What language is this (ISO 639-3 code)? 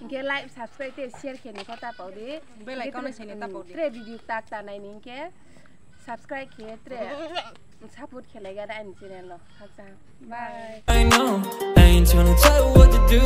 ria